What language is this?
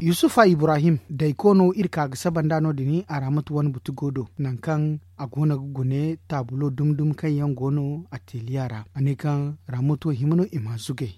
Zarma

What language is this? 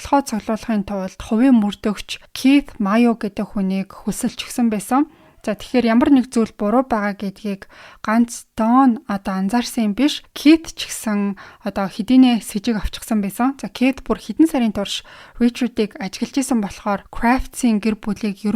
Mongolian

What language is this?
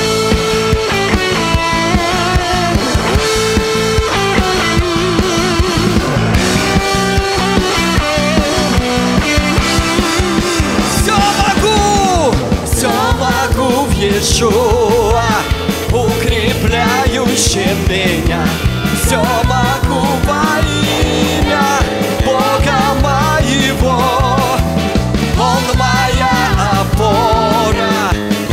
Russian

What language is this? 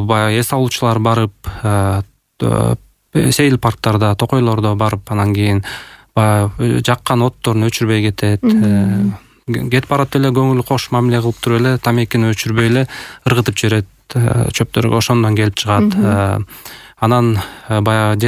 Kyrgyz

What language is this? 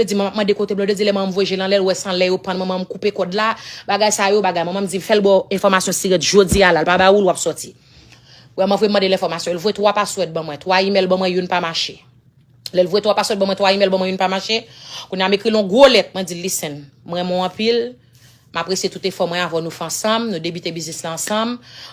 Haitian Creole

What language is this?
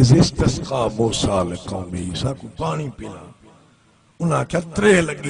Saraiki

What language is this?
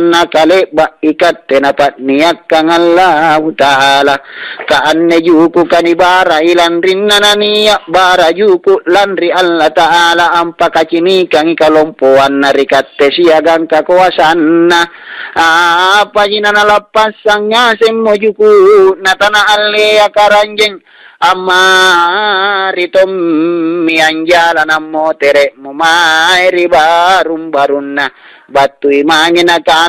Makasar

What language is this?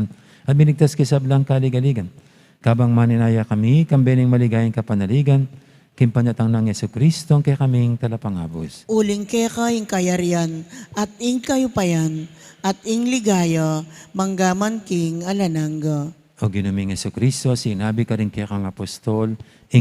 Pampanga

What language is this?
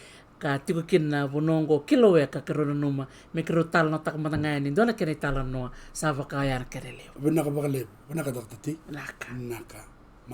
Fijian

